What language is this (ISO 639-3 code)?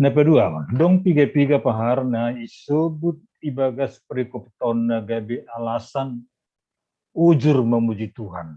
bts